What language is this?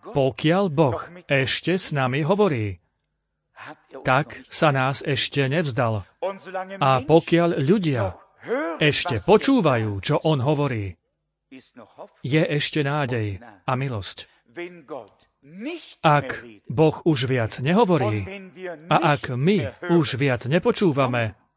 Slovak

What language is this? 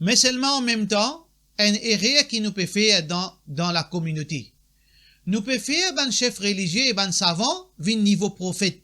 Morisyen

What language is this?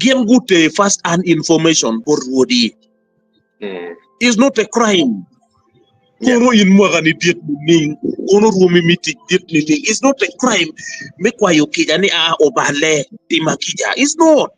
Acoli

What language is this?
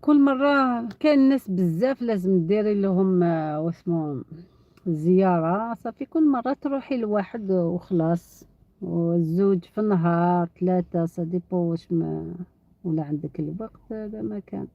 Algerian Arabic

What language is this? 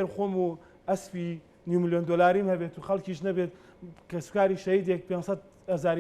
Central Kurdish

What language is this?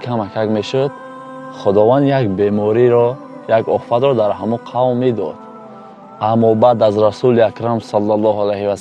Tajik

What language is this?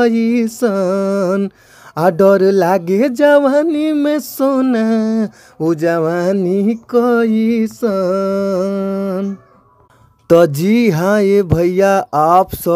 Bhojpuri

